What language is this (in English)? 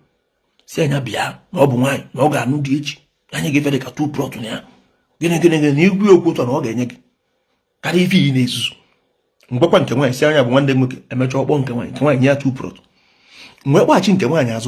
Igbo